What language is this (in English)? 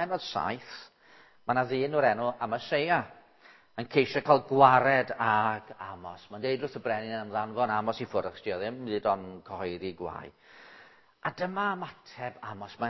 Welsh